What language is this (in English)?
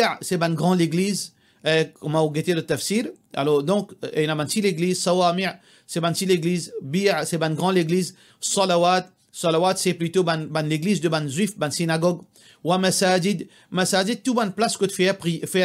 Morisyen